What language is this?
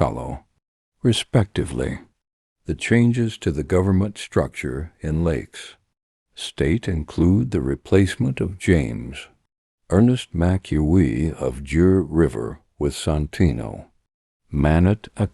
Nuer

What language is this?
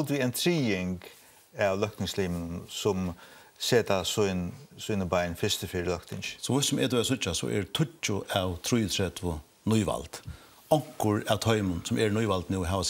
Faroese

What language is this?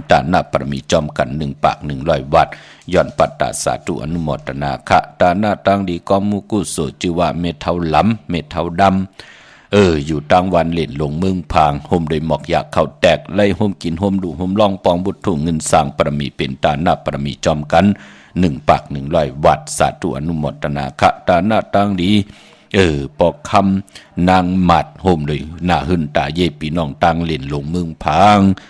Shan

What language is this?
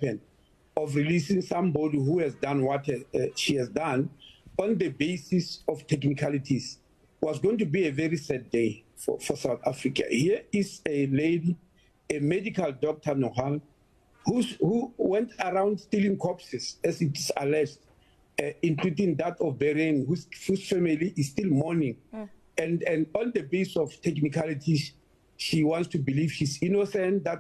English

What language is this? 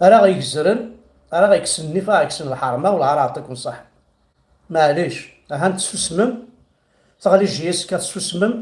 Kabyle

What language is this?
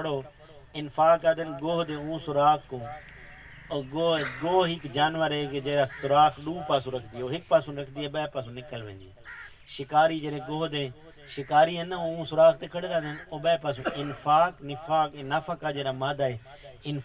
Saraiki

